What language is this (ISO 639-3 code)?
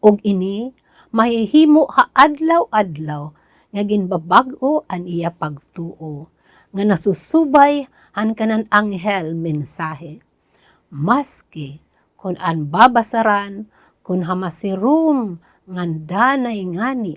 war